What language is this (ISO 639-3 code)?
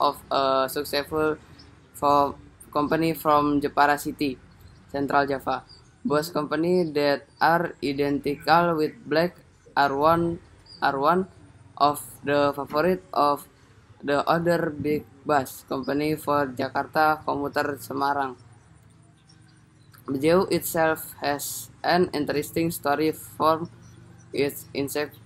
eng